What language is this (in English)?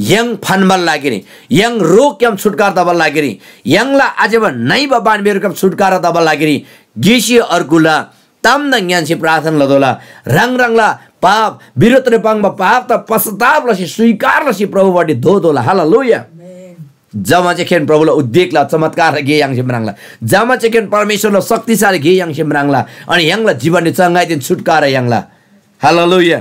Eastern Tamang